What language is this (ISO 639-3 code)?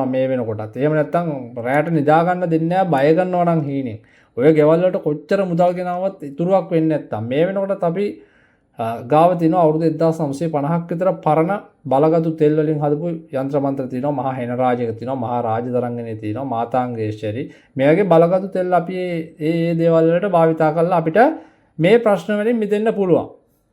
sin